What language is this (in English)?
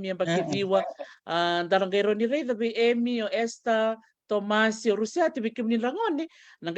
Fijian